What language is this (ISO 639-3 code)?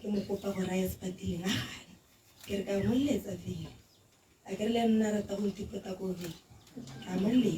tsn